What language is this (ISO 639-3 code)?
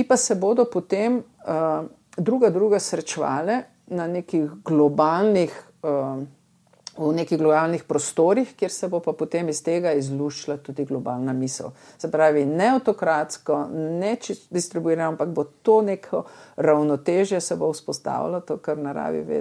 slv